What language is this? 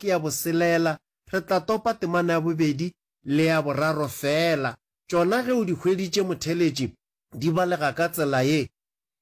Northern Sotho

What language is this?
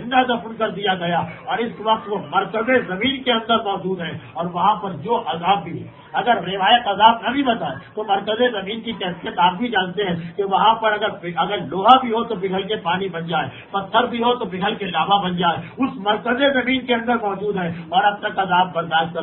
Urdu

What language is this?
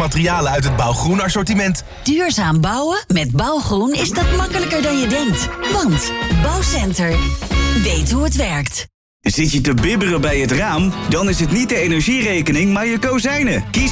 Dutch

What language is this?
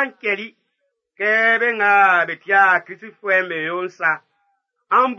Baoulé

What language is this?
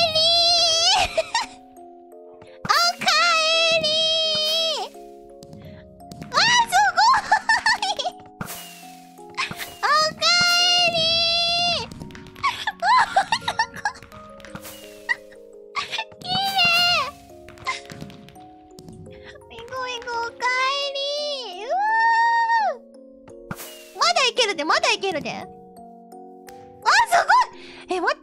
Japanese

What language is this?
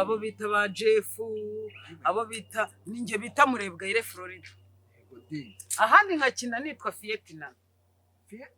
Kinyarwanda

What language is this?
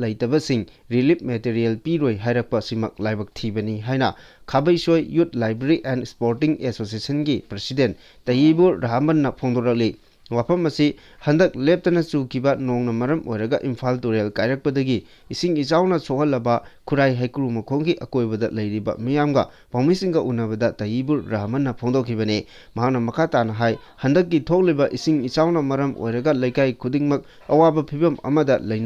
Manipuri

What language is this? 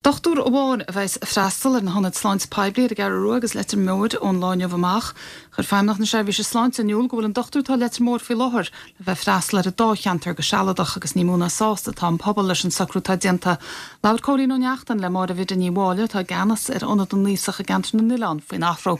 Irish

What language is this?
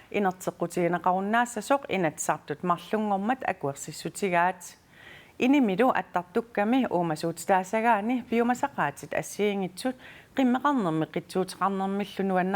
Kalaallisut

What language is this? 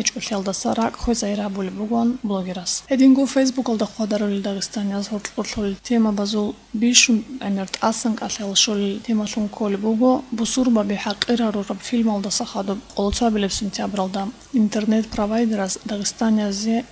Avaric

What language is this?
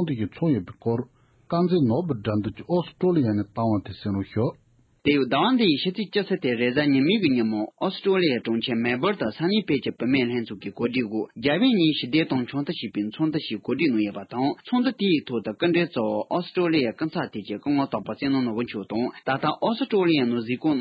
Tibetan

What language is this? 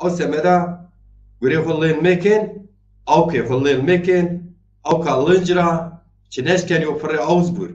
Zaza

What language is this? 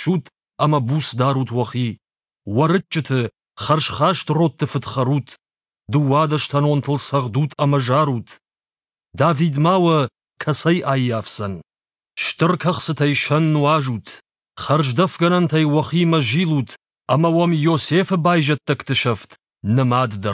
Ossetic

